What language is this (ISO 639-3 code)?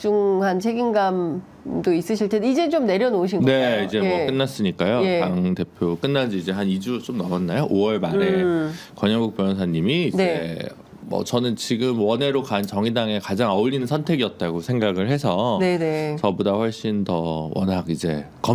kor